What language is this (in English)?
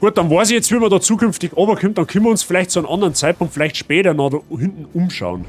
Bavarian